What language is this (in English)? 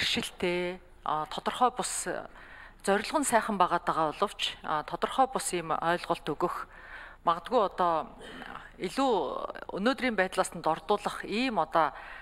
Mongolian